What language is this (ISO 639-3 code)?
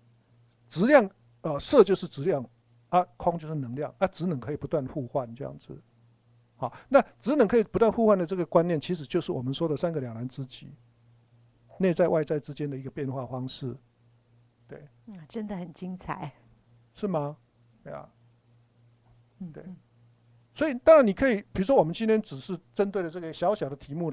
zho